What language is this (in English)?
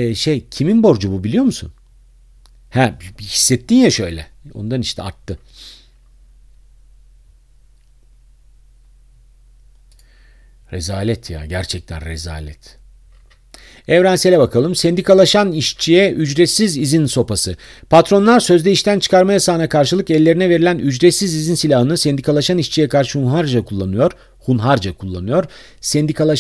Turkish